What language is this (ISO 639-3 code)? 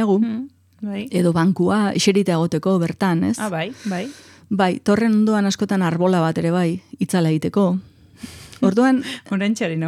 eus